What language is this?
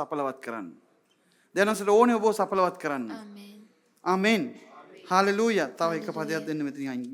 Sinhala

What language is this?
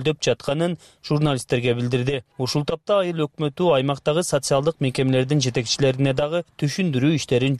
Kyrgyz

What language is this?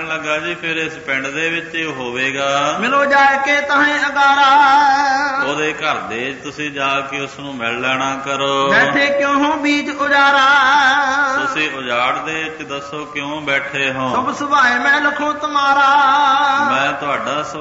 Punjabi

